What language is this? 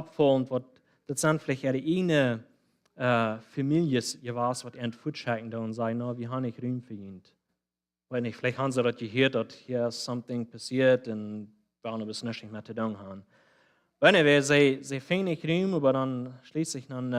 Plautdietsch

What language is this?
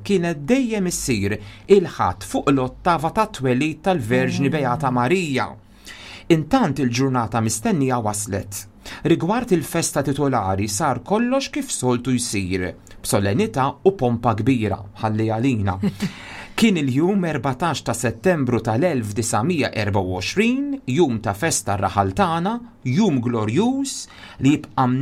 Maltese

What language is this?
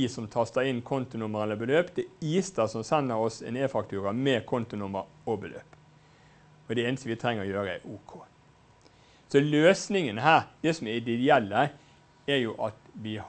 Norwegian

